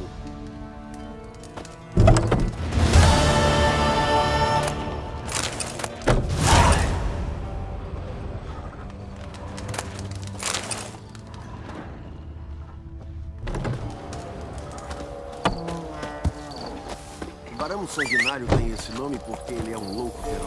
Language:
Portuguese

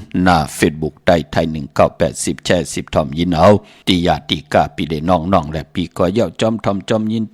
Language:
Shan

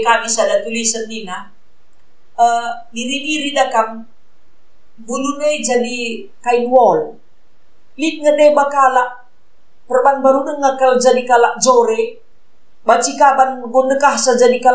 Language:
Batak Karo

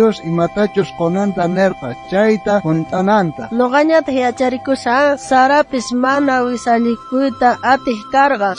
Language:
South Bolivian Quechua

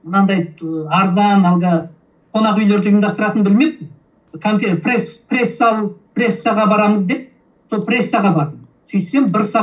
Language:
Kazakh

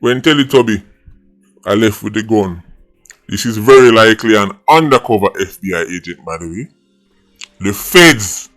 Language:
Jamaican Creole English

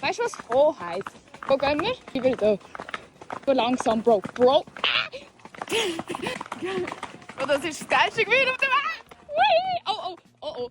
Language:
Swiss German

